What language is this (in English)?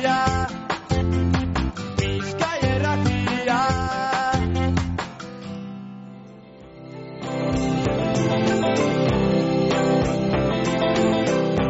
Basque